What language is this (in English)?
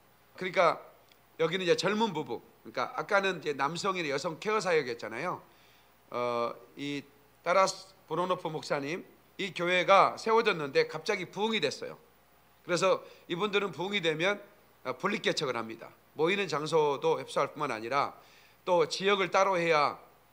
Korean